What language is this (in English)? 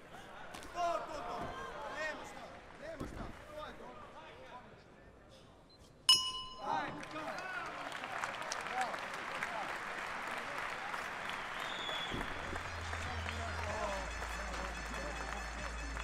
Serbian